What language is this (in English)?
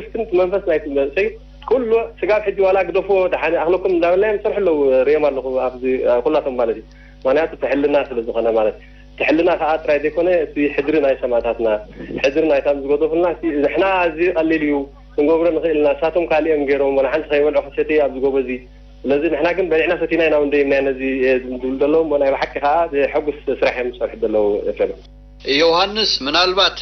Tigrinya